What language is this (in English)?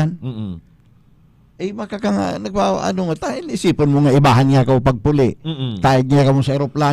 Bikol